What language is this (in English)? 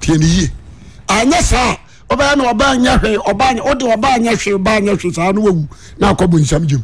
Akan